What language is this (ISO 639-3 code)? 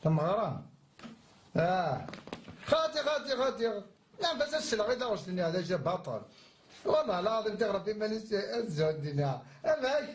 kab